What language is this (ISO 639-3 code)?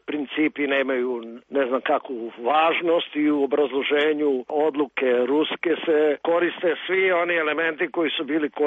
hrv